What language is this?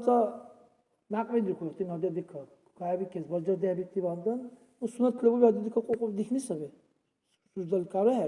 Dargwa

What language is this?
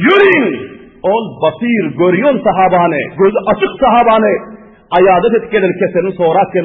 Turkmen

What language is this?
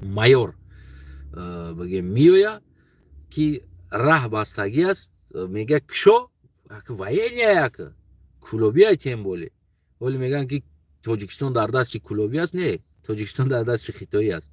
Tajik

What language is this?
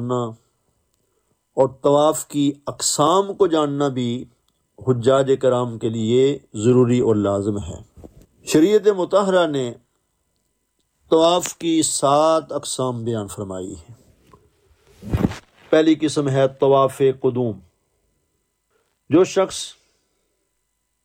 Urdu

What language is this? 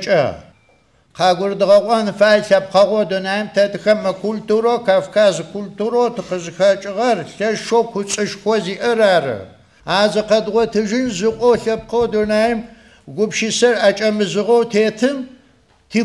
Adyghe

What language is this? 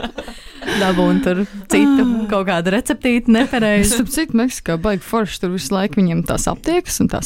Latvian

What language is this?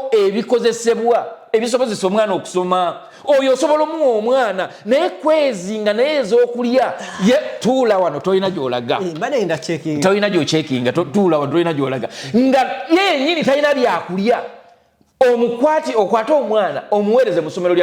Ganda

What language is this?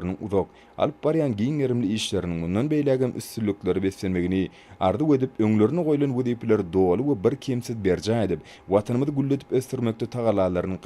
Turkmen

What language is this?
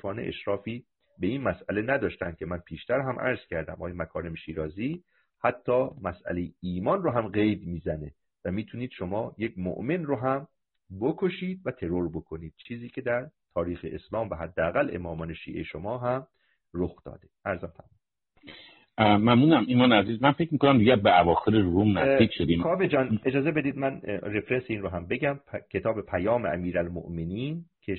Persian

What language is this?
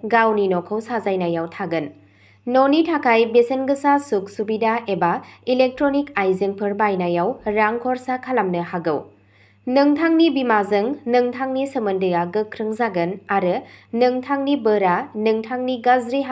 Bodo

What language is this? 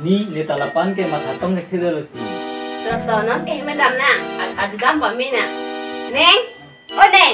Karbi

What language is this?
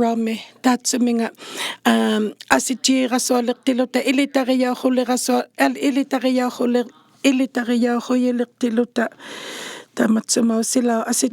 Inuktitut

